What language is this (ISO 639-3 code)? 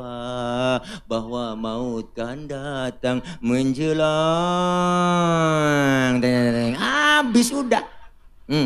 bew